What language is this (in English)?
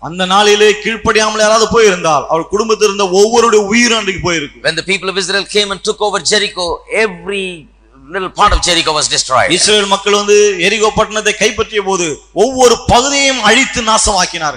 Tamil